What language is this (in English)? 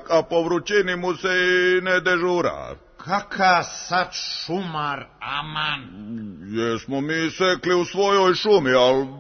Serbian